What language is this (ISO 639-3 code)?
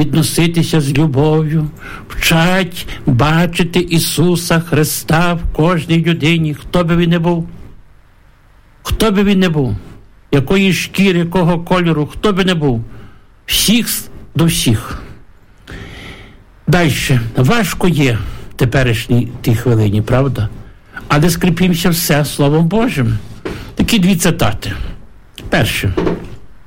ukr